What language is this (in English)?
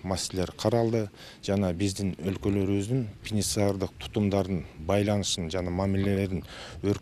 Kyrgyz